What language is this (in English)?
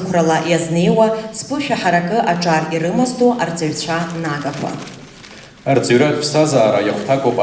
Abkhazian